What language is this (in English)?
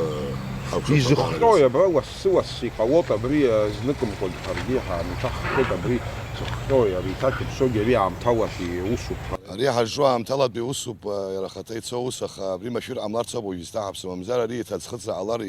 Abkhazian